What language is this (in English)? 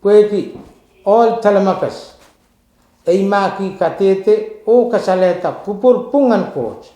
Pohnpeian